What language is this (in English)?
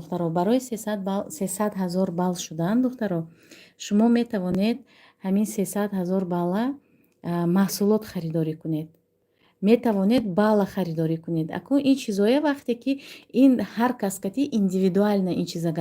Tajik